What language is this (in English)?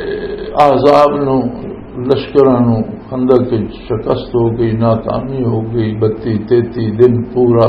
Western Panjabi